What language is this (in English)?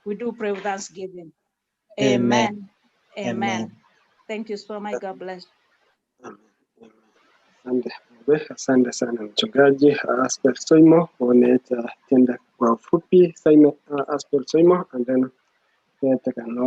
Kalenjin